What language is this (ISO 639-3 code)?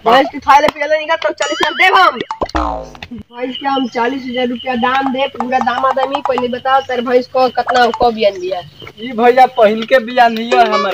bho